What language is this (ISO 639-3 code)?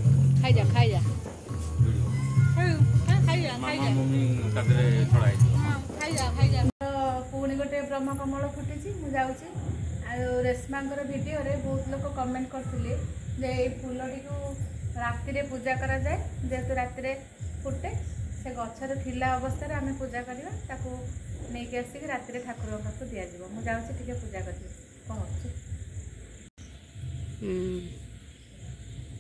ori